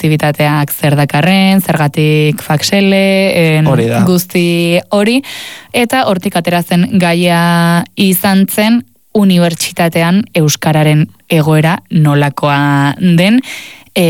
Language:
Basque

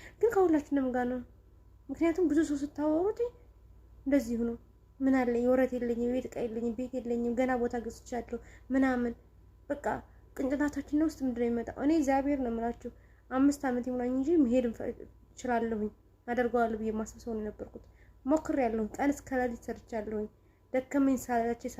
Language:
Amharic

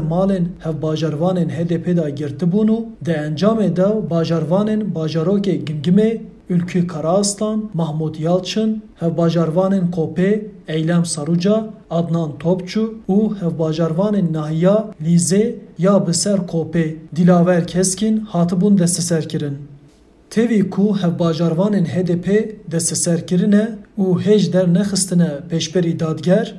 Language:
Kurdish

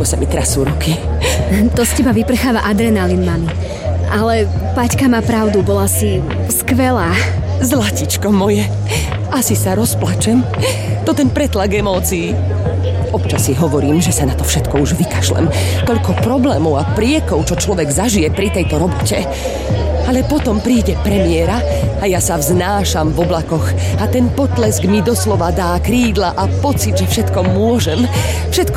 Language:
Slovak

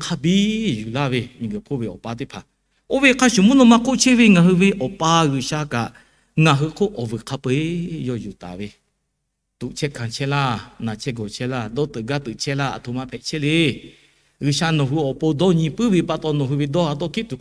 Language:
Lahu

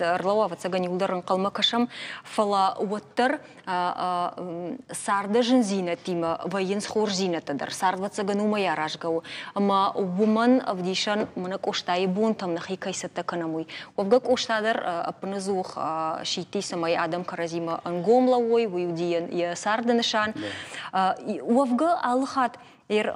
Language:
Ossetic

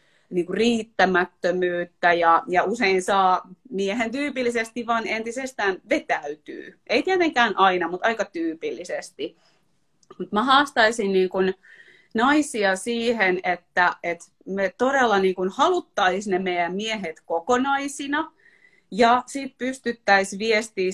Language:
Finnish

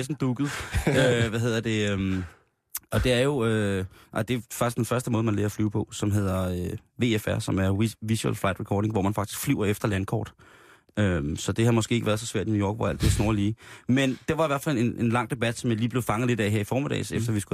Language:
Danish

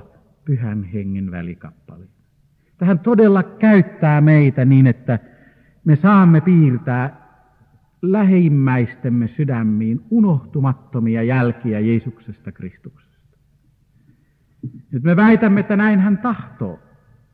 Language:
Finnish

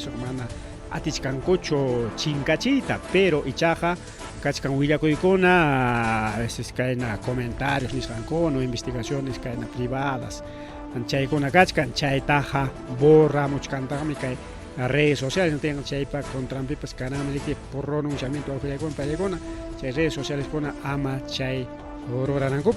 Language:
Ayacucho Quechua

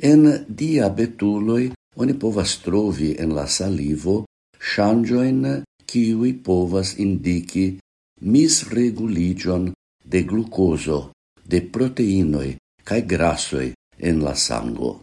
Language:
Esperanto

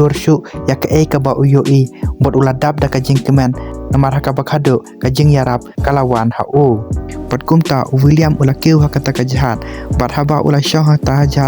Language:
Khasi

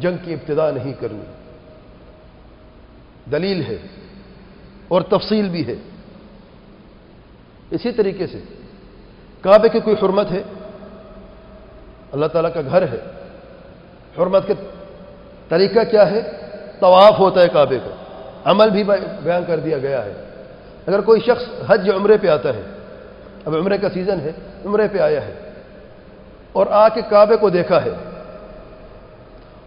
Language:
Urdu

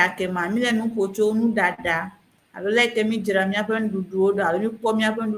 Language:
Ewe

